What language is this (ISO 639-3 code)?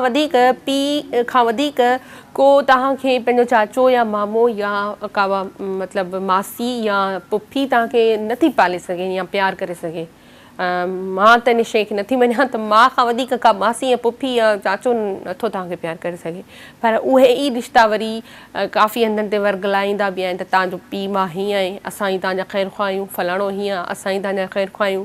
snd